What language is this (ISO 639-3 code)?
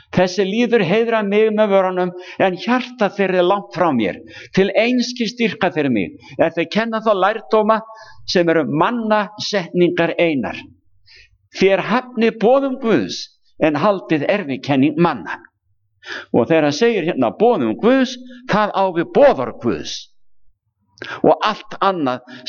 isl